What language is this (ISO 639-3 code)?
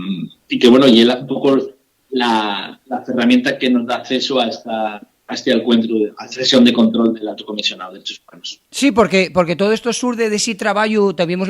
ast